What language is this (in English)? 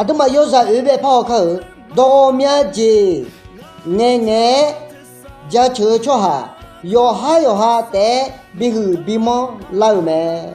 Akha